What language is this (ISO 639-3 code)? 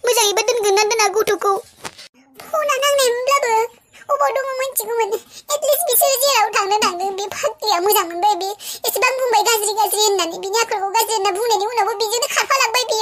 brx